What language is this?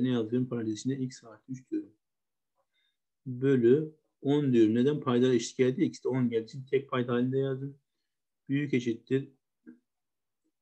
Turkish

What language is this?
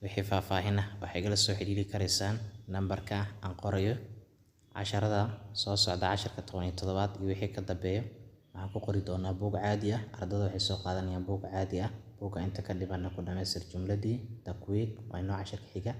Somali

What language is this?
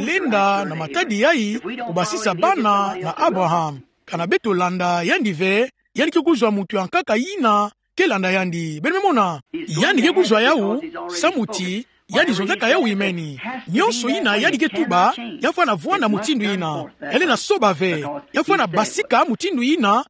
Kituba (Democratic Republic of Congo)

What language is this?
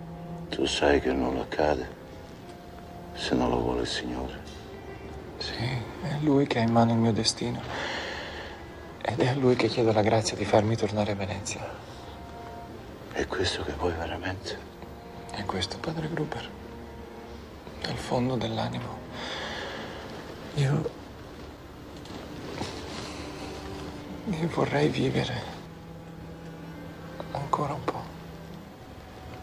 Italian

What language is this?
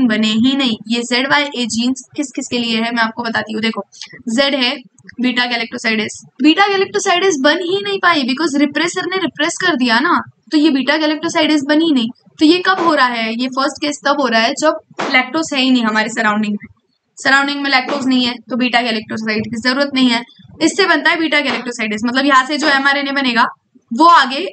Hindi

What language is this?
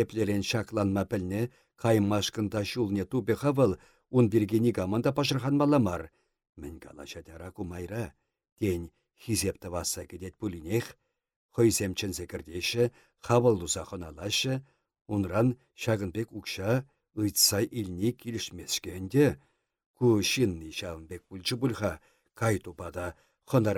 Chuvash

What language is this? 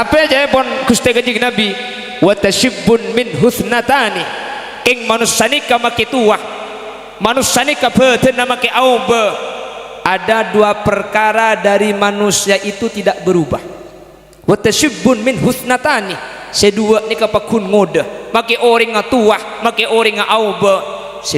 Madurese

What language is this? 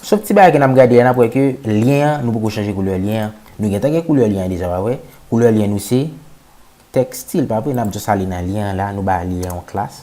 Haitian Creole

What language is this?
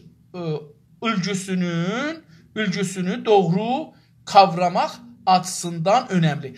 South Azerbaijani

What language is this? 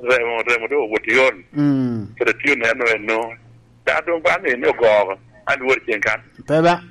Lango (Uganda)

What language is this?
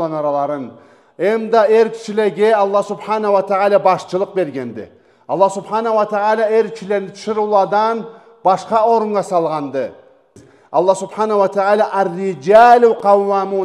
Karachay-Balkar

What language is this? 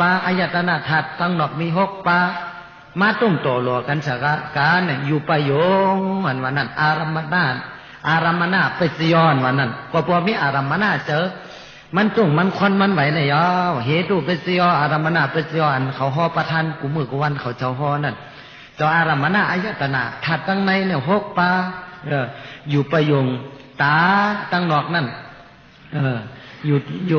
Shan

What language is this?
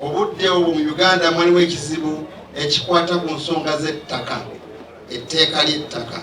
Ganda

